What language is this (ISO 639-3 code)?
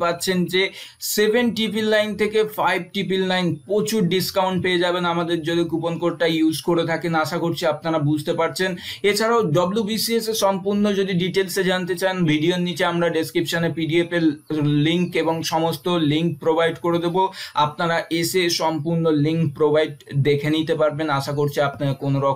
ben